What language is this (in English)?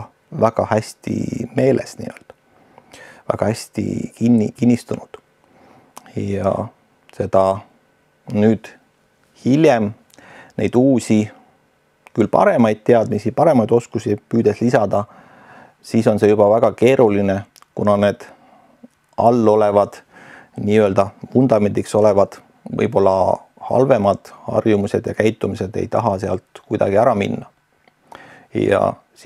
Estonian